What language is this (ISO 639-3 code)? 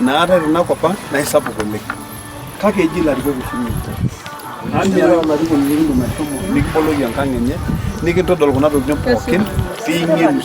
mas